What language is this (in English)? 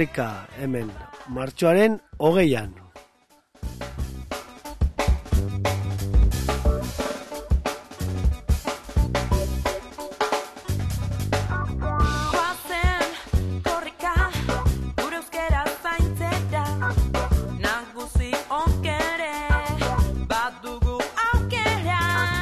Basque